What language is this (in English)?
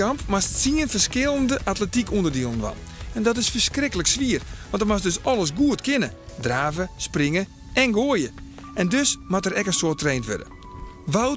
Western Frisian